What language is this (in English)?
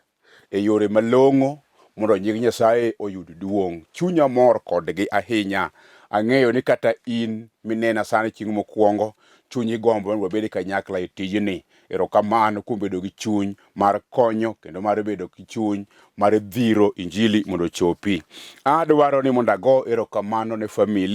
Luo (Kenya and Tanzania)